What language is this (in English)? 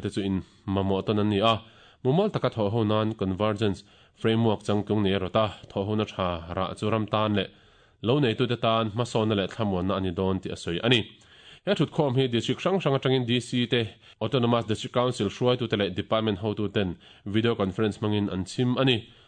Mizo